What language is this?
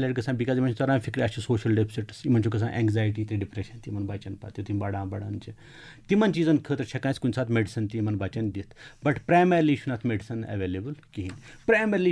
Kashmiri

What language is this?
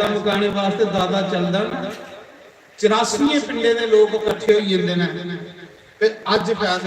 Dogri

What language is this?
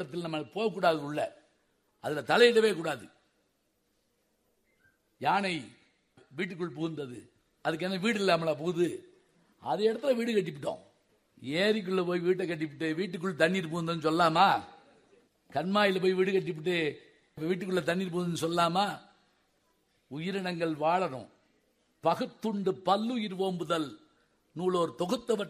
Tamil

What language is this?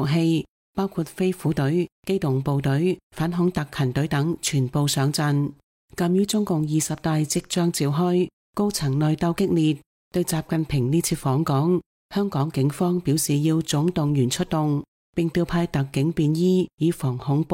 Cantonese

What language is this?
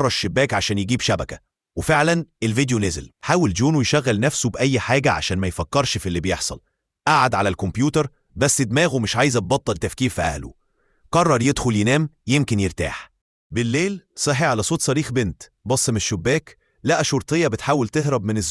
Egyptian Arabic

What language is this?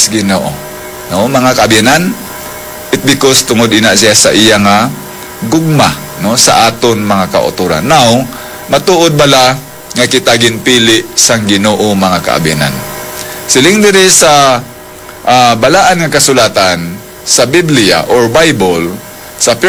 Hiligaynon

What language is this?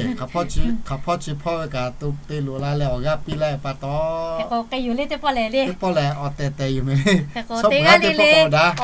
Lahu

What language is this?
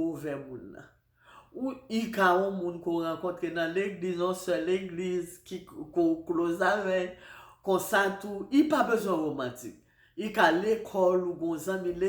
Haitian Creole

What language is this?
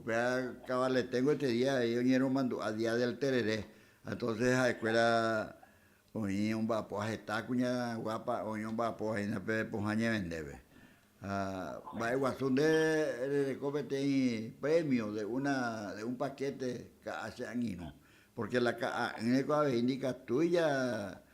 Guarani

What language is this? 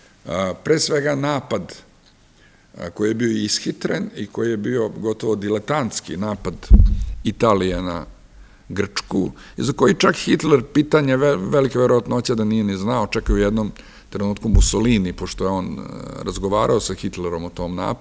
Serbian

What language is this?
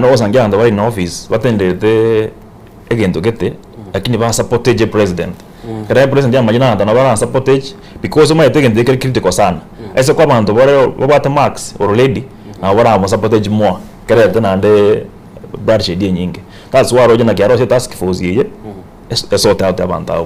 Gusii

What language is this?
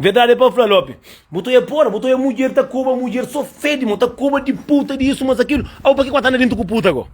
Kabuverdianu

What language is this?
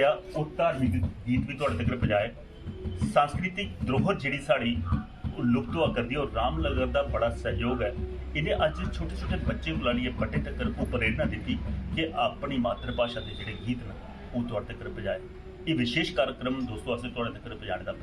Dogri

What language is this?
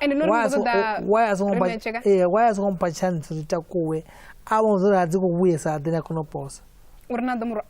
Venda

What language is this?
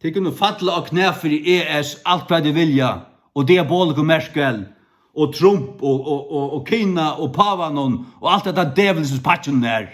Faroese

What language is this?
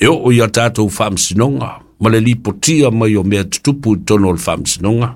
Samoan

